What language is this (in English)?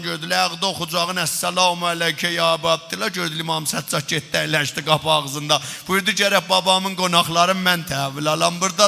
South Azerbaijani